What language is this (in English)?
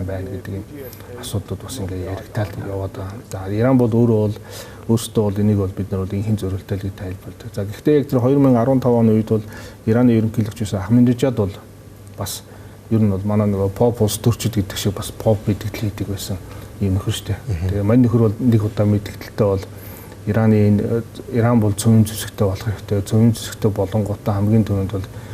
Mongolian